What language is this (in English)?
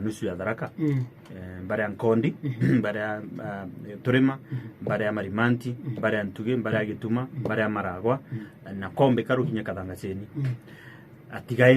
Meru